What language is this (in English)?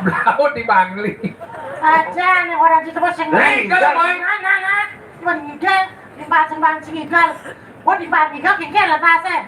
Balinese